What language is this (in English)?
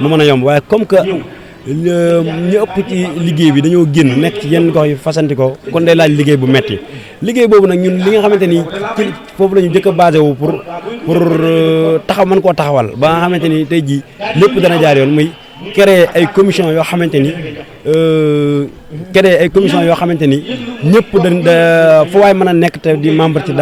Wolof